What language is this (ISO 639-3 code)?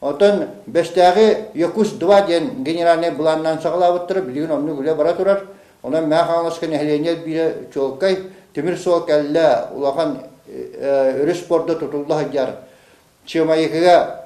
sah